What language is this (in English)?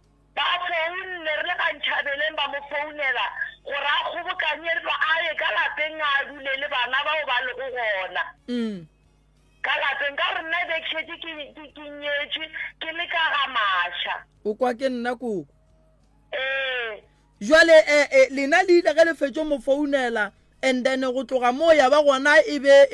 Northern Sotho